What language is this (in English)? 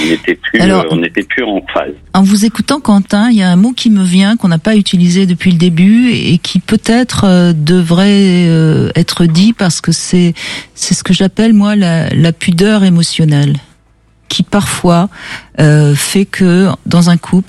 French